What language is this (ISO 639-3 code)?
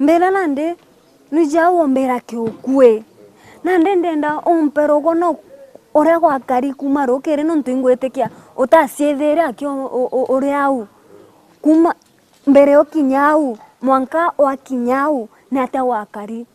mer